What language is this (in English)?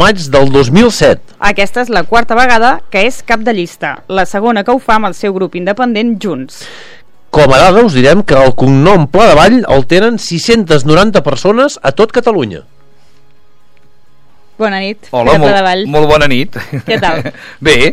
Catalan